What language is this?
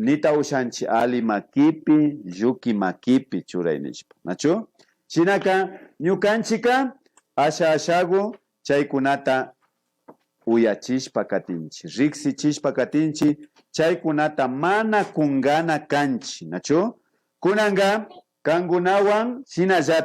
Imbabura Highland Quichua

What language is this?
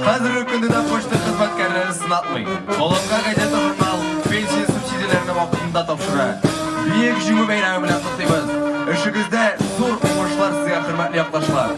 Tatar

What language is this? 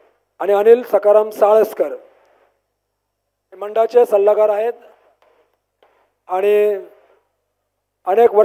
Marathi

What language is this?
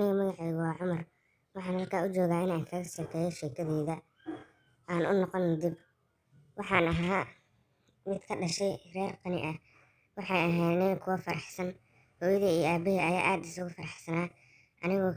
Somali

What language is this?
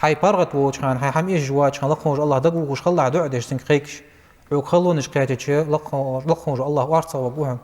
Ingush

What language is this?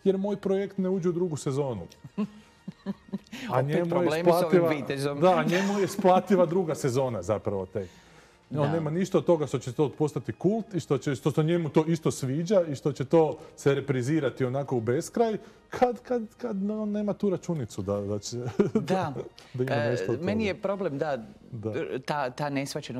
Croatian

